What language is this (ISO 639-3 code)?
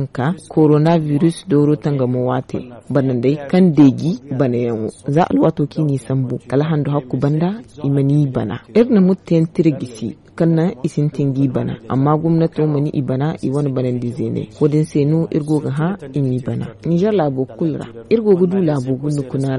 dje